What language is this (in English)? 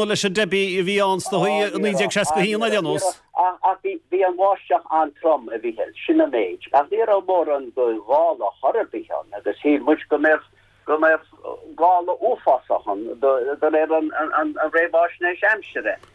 Irish